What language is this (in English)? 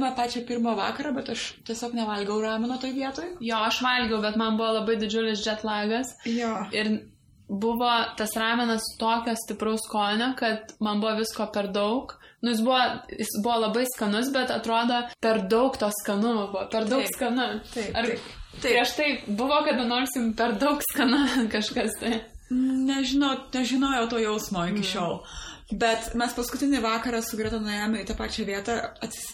Lithuanian